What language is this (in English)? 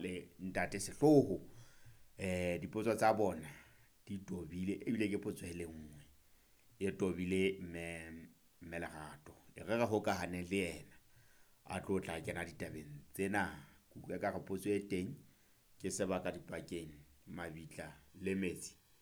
Southern Sotho